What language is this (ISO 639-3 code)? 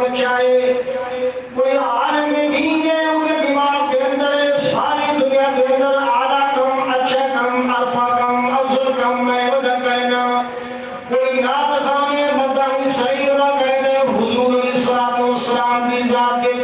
skr